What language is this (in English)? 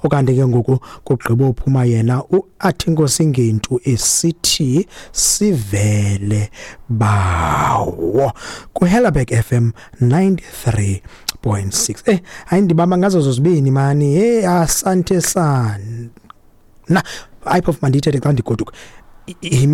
Xhosa